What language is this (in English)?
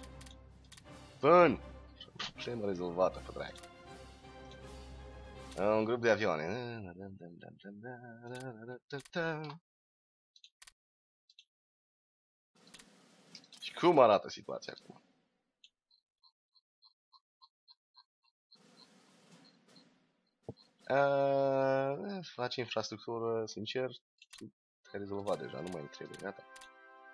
Romanian